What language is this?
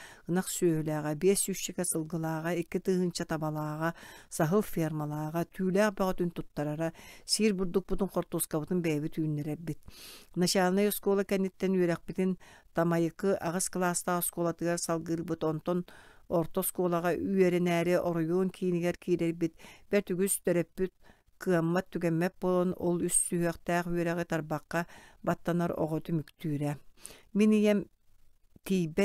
Yakut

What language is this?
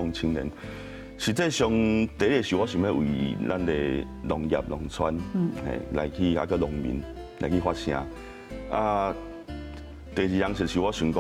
Min Nan Chinese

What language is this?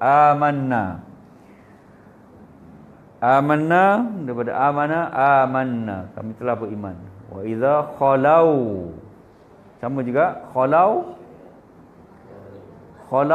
Malay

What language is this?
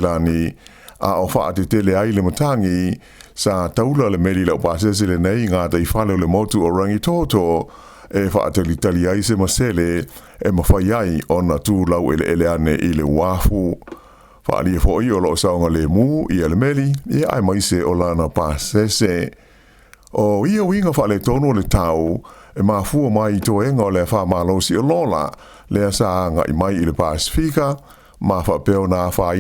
Samoan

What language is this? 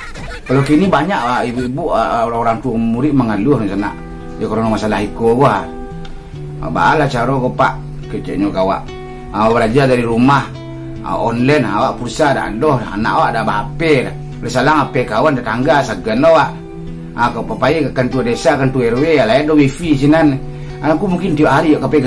Minangkabau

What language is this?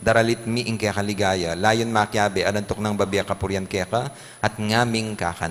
Pampanga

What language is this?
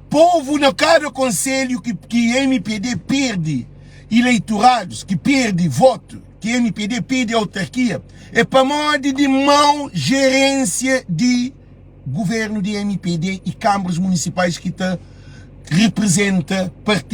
Kabuverdianu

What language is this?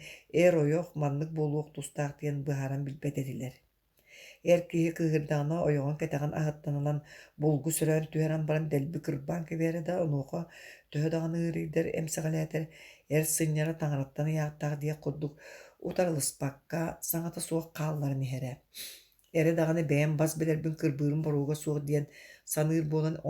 Yakut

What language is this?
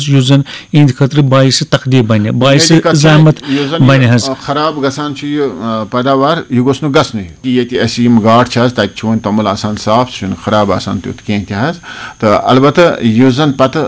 Kashmiri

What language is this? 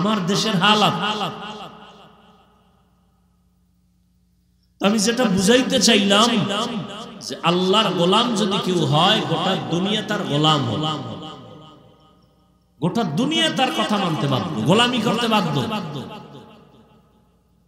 Bangla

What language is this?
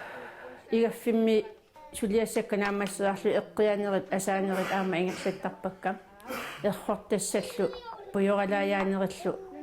Kalaallisut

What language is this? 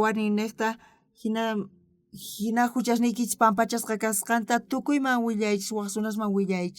South Bolivian Quechua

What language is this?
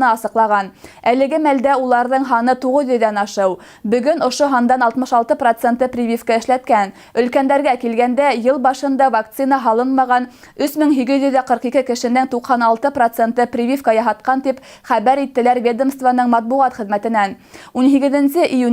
Bashkir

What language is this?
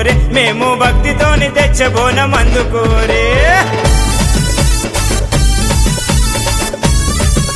Telugu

